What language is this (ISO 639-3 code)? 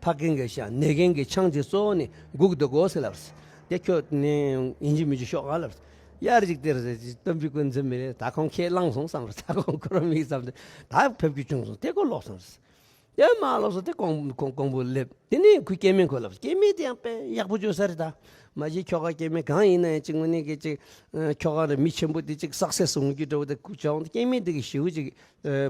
bod